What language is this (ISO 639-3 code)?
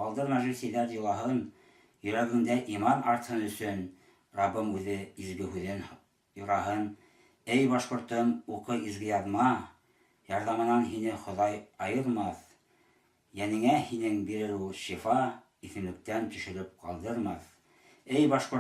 bak